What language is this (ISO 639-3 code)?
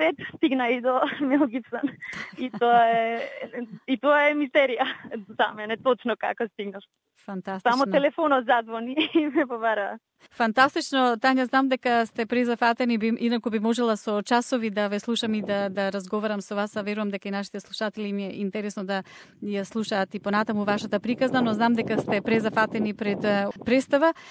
mkd